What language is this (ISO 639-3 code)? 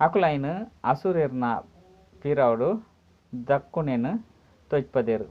tcy